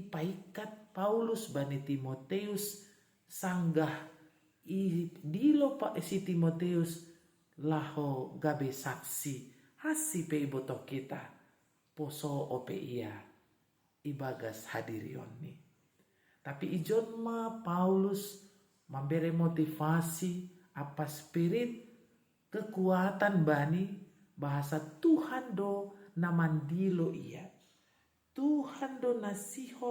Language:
Batak Simalungun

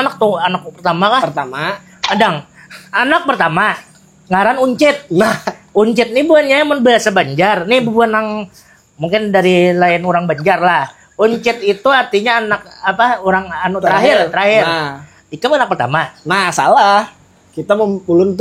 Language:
Banjar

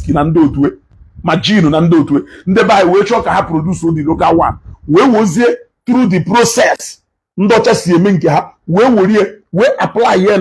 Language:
Igbo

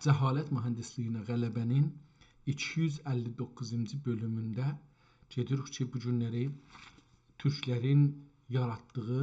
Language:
South Azerbaijani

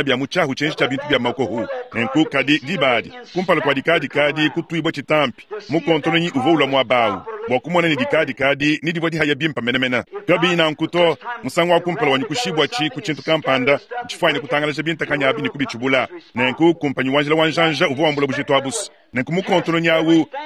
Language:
Luba-Lulua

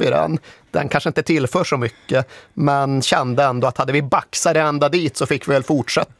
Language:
Swedish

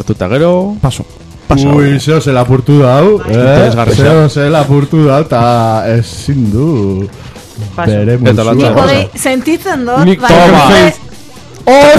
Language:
Basque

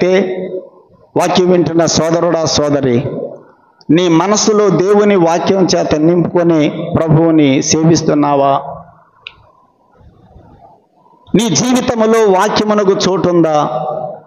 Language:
Telugu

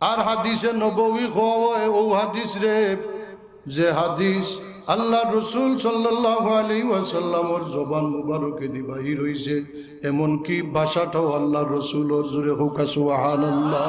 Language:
Sylheti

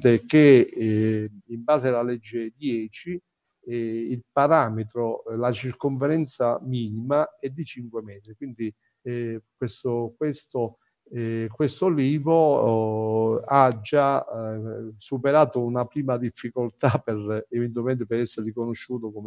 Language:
Italian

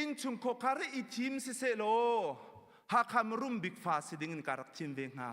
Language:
Hakha Chin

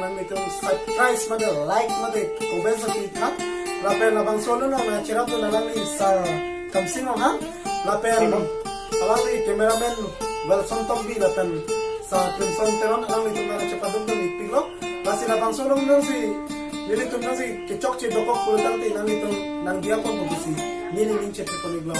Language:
Karbi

